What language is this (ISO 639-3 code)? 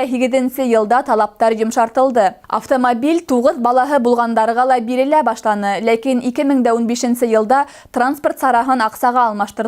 bak